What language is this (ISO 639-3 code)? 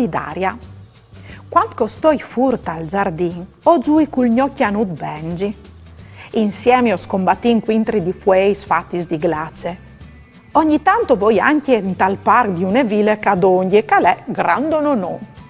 fur